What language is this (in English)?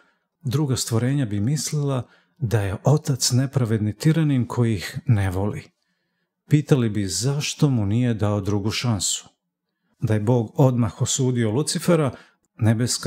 Serbian